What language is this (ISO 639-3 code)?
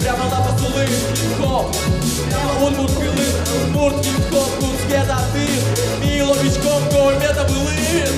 udm